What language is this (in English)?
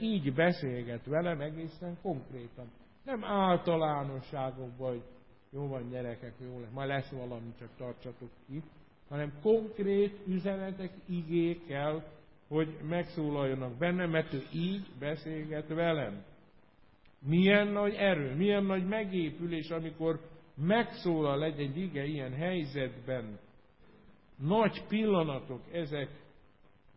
Hungarian